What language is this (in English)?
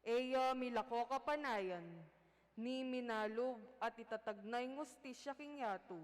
Pampanga